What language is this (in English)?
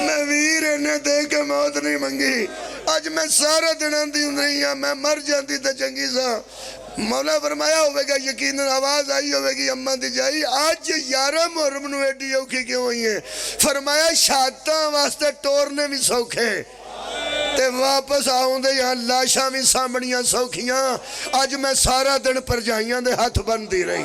Pahari-Potwari